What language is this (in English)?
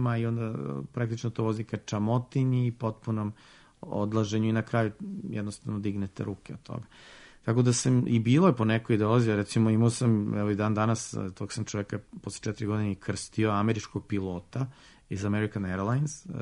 Serbian